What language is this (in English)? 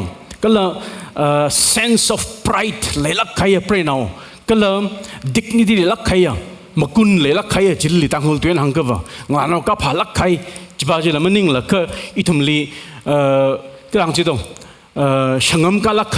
Tangkhul Naga (India)